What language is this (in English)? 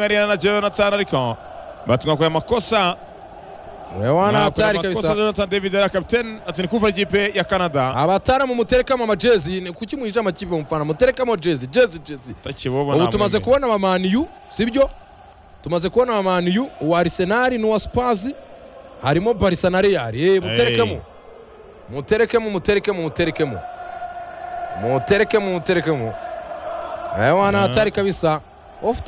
Kinyarwanda